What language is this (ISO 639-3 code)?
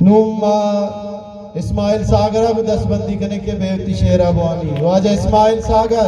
bgp